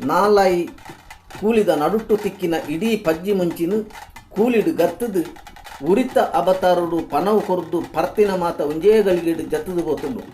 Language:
Tulu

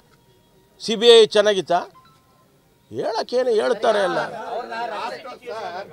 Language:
Kannada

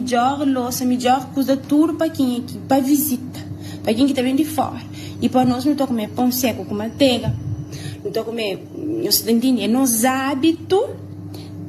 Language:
Kabuverdianu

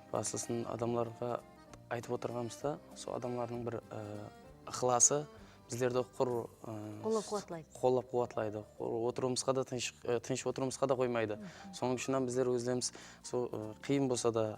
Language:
Kara-Kalpak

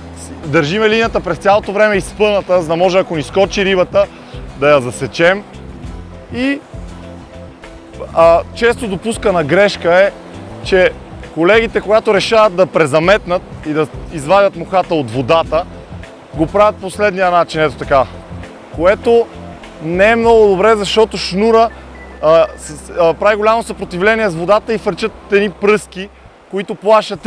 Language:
Bulgarian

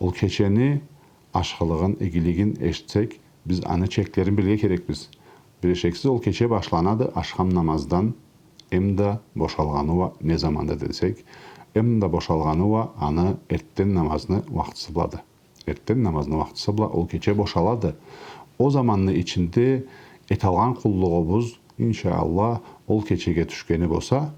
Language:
Karachay-Balkar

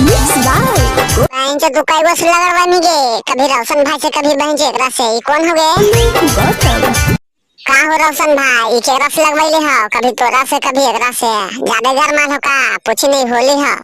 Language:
Magahi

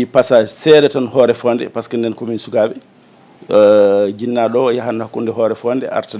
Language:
Fula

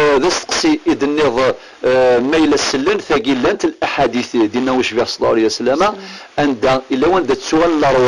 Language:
Kabyle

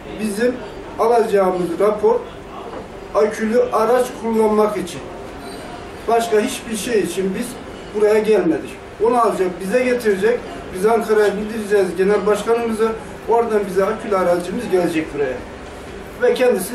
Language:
Turkish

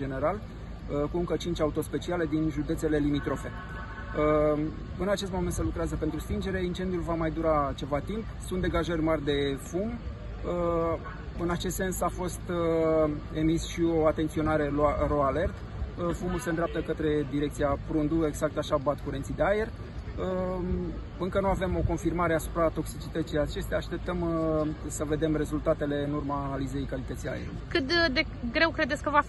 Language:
Romanian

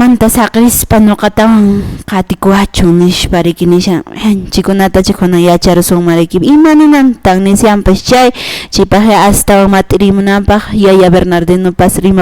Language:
Quechua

